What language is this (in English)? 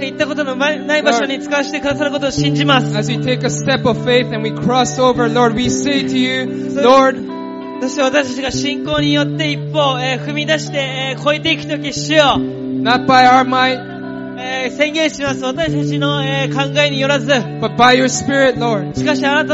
Japanese